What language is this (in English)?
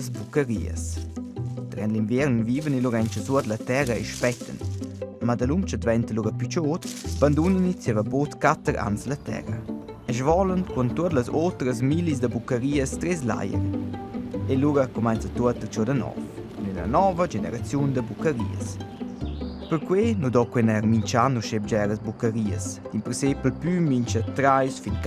Romansh